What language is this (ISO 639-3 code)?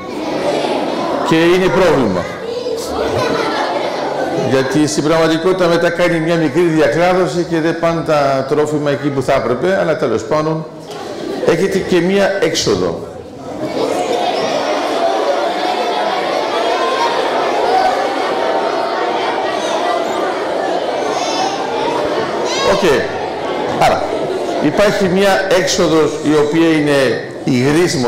ell